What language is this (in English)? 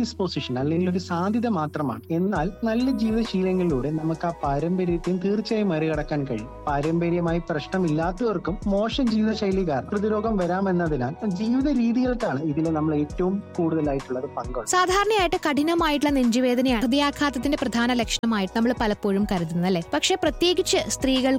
Malayalam